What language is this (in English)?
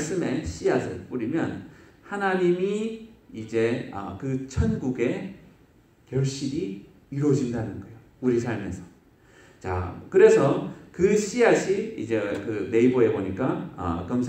Korean